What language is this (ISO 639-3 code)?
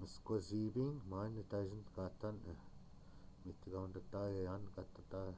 ciw